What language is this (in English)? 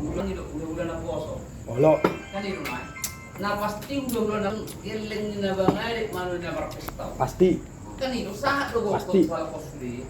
Batak Toba